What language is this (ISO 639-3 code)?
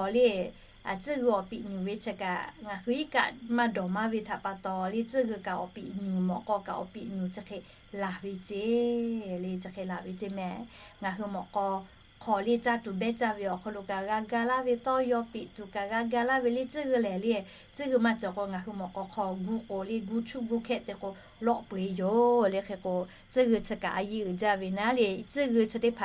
lhu